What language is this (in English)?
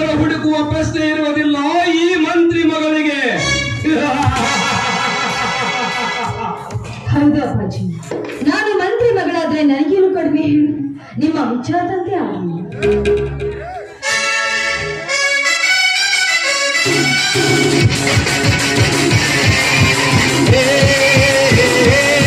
Kannada